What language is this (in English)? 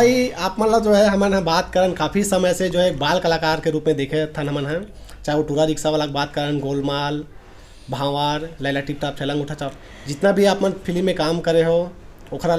Chhattisgarhi